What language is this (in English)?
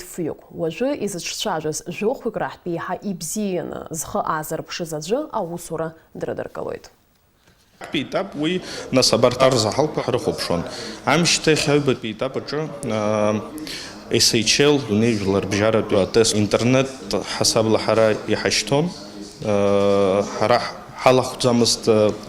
Abkhazian